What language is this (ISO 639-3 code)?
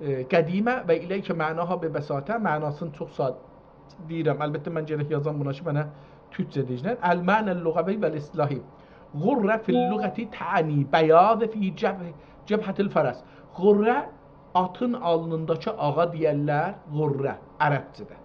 azb